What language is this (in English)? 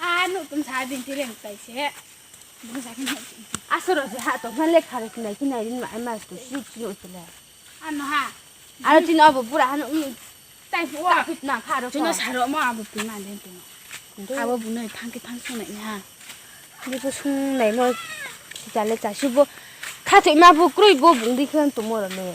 Riang (India)